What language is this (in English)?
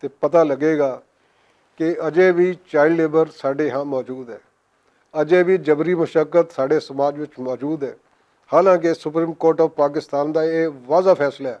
Western Panjabi